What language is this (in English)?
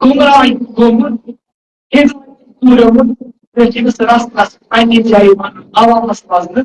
Kashmiri